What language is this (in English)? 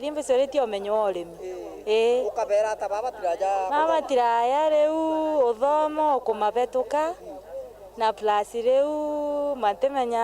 Meru